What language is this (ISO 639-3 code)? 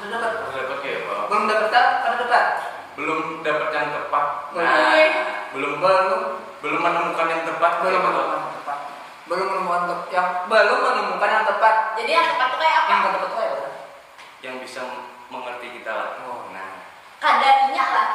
bjn